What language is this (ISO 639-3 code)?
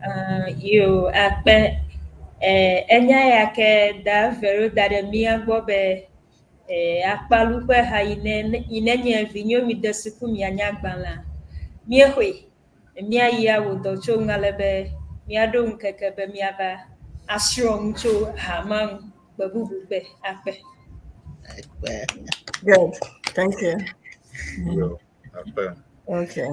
ewe